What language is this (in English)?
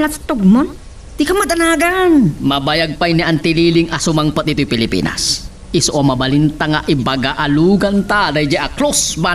Iloko